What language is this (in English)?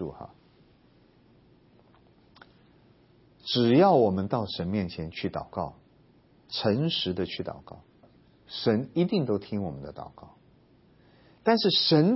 Chinese